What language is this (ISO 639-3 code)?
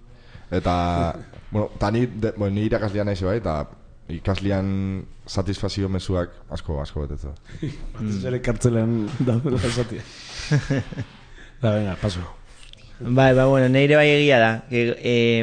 eus